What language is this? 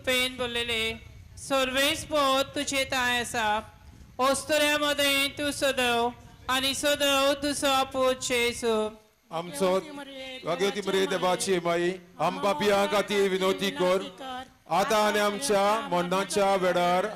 Konkani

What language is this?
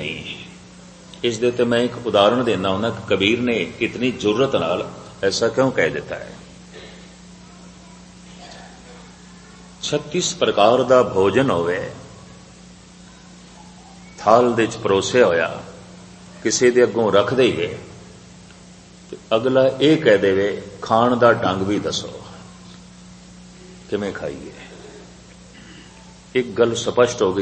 Punjabi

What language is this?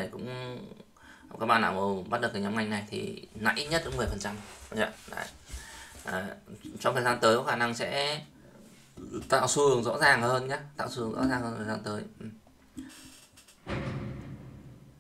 Vietnamese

